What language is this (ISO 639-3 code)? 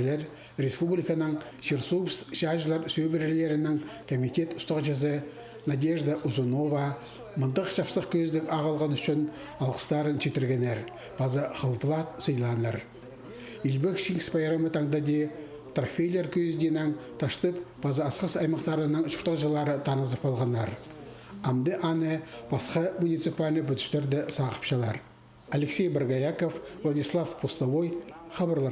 kjh